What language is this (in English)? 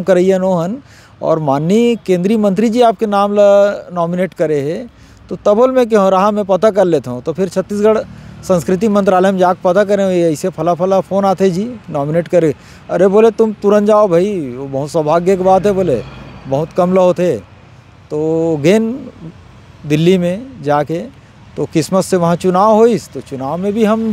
Chhattisgarhi